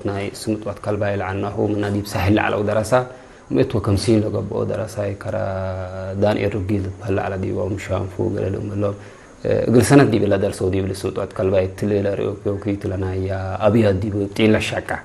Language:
Tigre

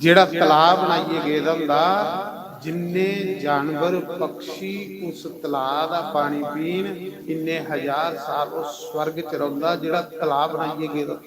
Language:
Dogri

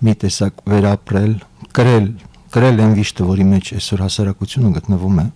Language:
Armenian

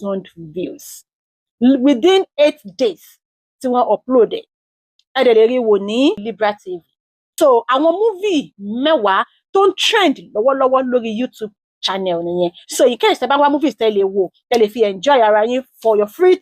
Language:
Yoruba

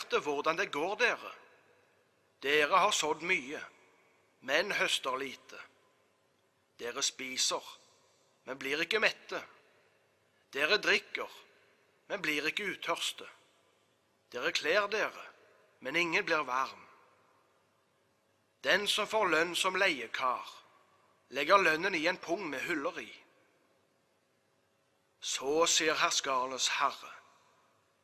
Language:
Norwegian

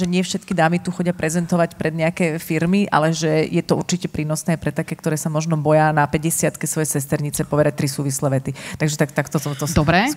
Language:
Slovak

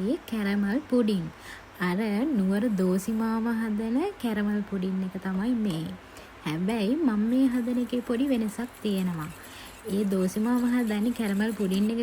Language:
Sinhala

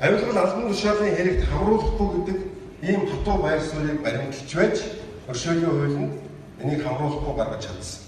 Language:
Mongolian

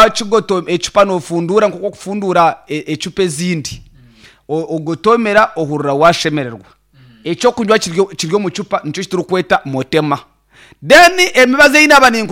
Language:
Nyankole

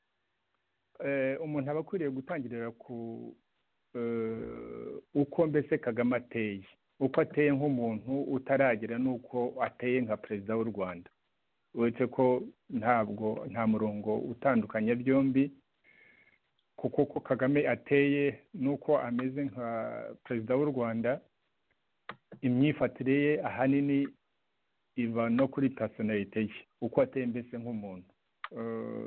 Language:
Kinyarwanda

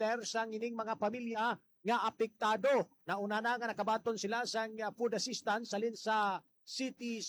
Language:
Hiligaynon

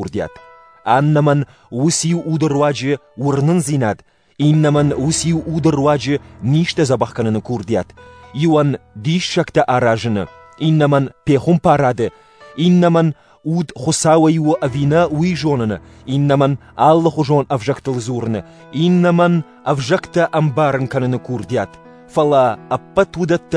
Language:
Ossetic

